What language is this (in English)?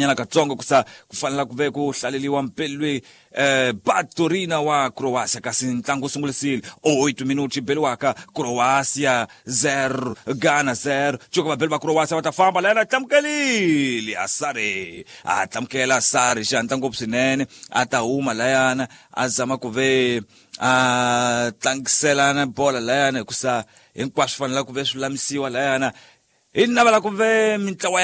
Tsonga